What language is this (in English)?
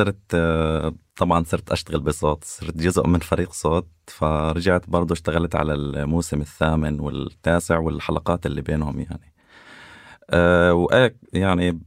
North Levantine Arabic